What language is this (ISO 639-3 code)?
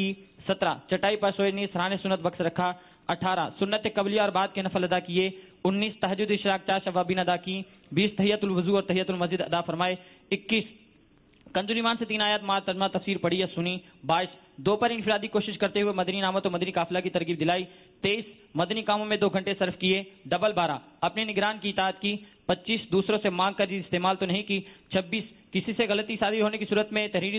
urd